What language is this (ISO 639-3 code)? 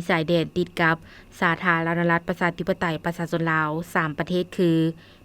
lao